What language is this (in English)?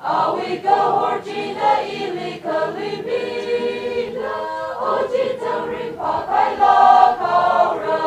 Tangkhul Naga (India)